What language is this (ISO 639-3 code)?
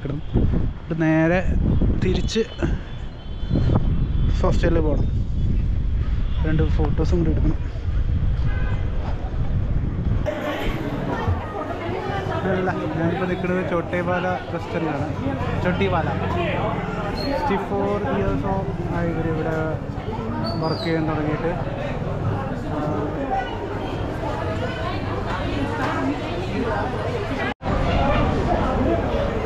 mal